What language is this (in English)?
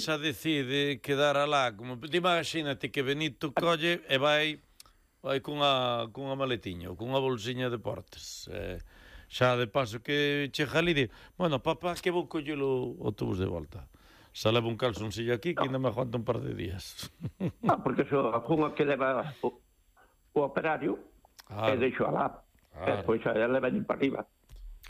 Galician